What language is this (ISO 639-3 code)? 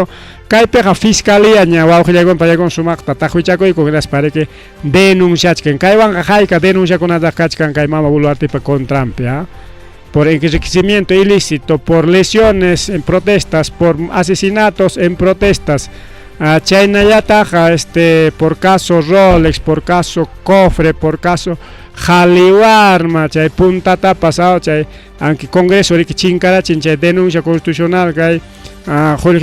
quy